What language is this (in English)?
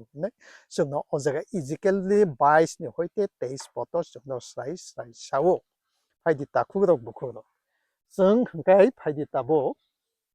Kok Borok